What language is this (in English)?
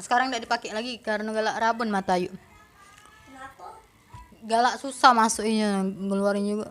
Musi